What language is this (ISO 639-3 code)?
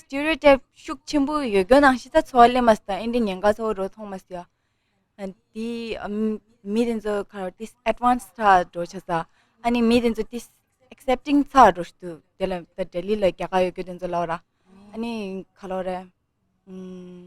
bod